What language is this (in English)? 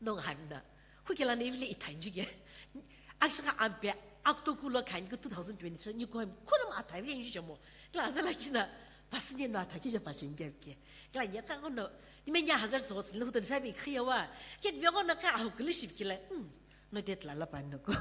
Sumi Naga